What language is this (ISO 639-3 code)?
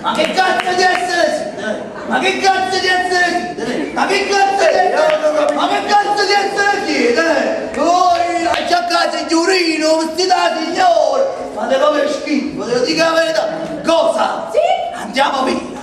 nap